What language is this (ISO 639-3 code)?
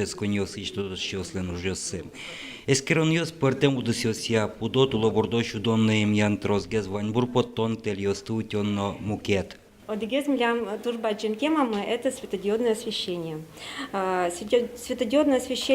udm